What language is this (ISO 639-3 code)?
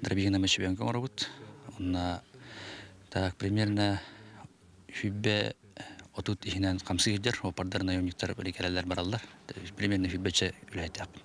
sah